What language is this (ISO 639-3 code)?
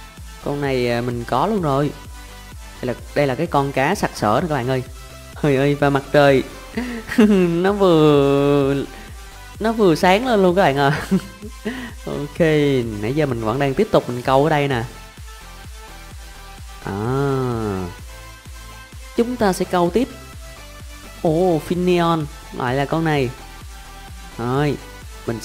vie